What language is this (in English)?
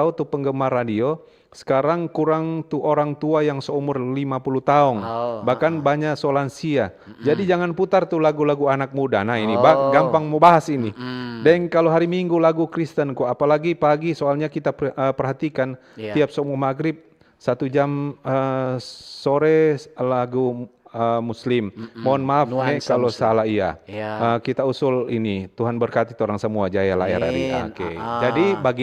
Manado Malay